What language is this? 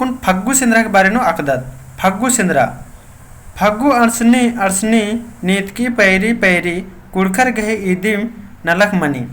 Kurukh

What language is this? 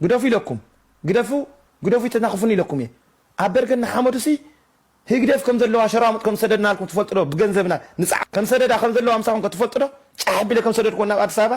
Tigrinya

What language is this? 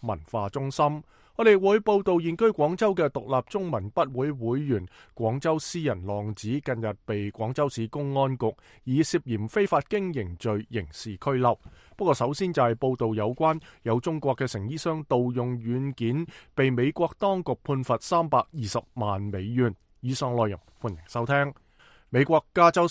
Cantonese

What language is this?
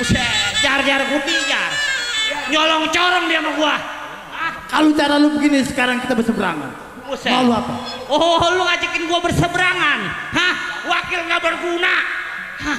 Betawi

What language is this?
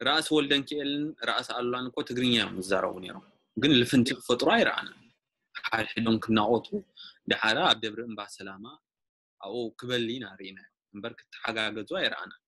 Tigrinya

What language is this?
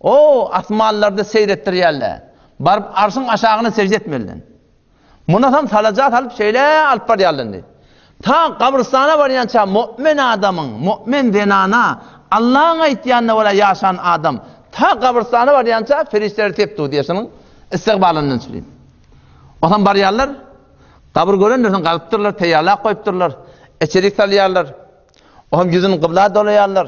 Turkmen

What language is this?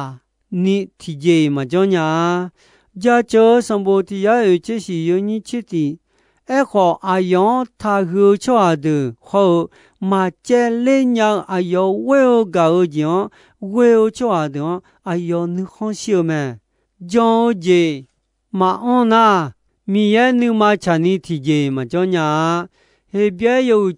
Akha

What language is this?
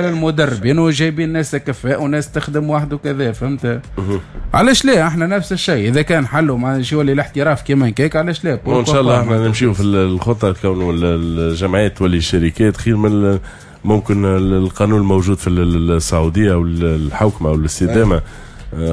Tunisian Arabic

